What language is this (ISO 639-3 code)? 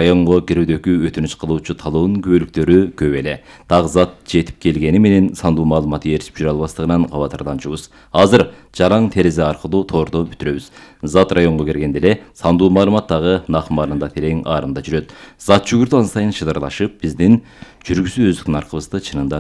kir